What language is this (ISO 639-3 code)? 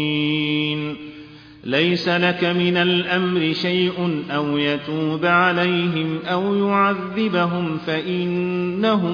ara